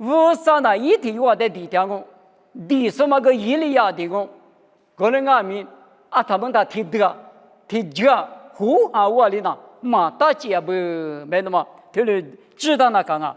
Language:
Lisu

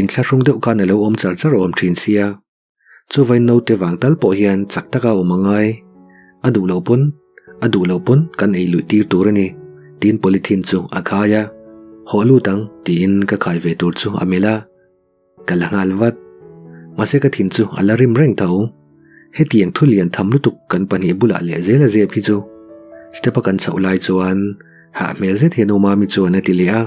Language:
Mizo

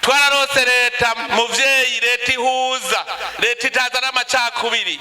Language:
Rundi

